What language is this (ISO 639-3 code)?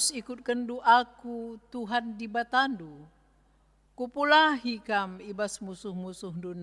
btx